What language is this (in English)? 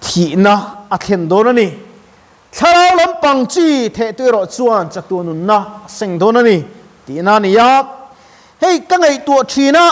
Mizo